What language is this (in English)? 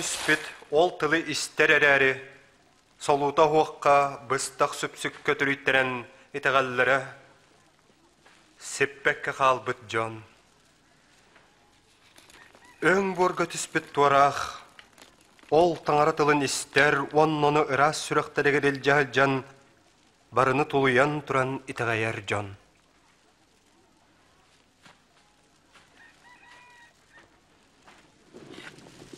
Yakut